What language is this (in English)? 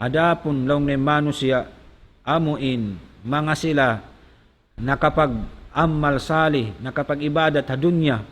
Tausug